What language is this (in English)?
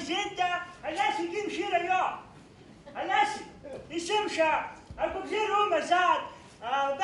Abkhazian